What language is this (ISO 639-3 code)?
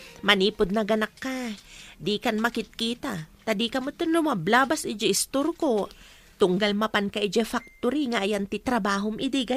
ilo